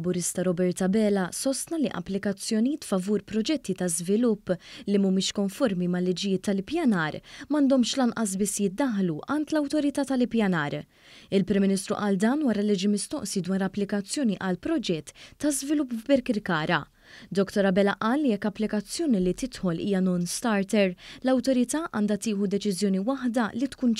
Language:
Maltese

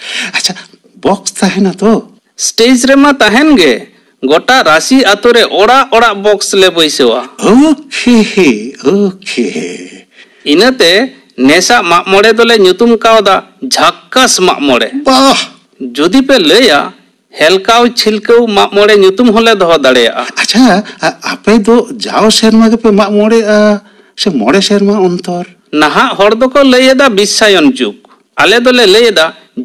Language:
Santali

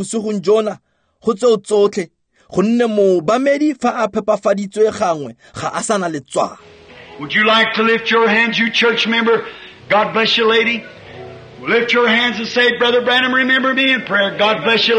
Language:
Tswana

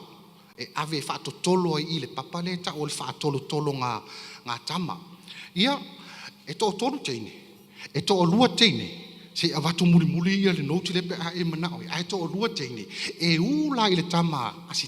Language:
Samoan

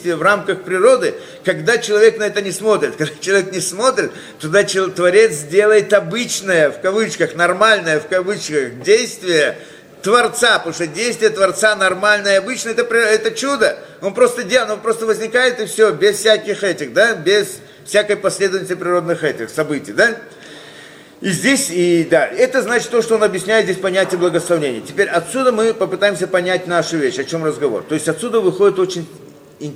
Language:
Russian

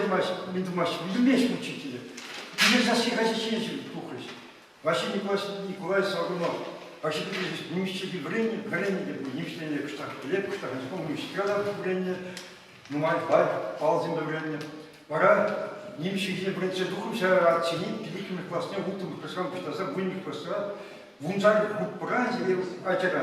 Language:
Chuvash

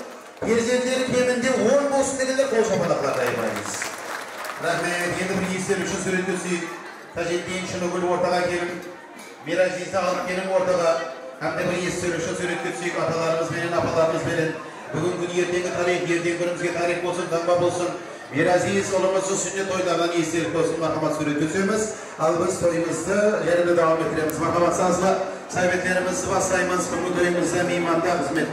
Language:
Kara-Kalpak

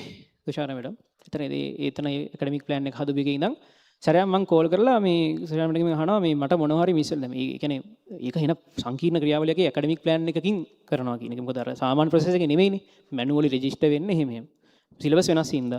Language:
Sinhala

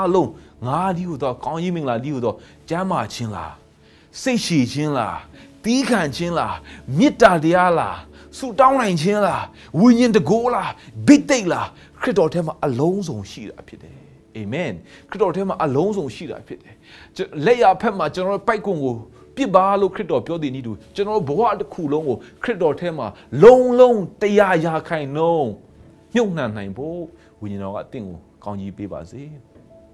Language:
Burmese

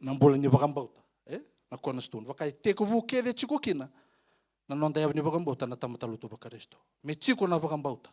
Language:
Fijian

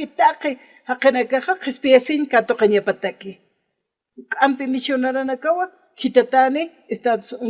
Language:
Aymara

